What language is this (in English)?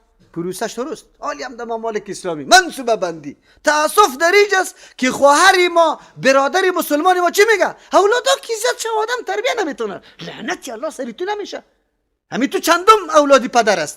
Persian